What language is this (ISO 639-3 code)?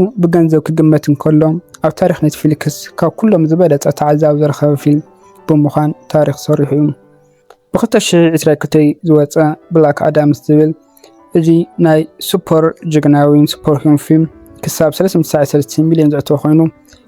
tir